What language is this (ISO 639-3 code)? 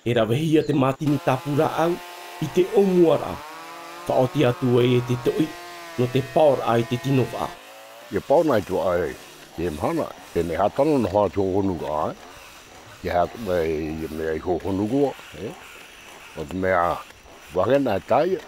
tah